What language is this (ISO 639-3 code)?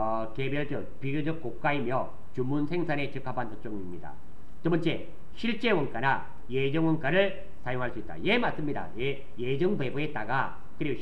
kor